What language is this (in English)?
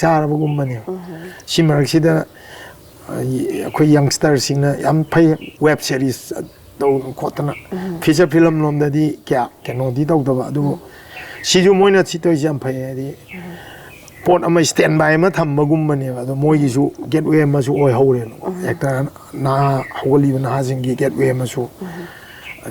Manipuri